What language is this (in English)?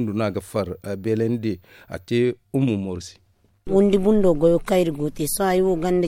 Zarma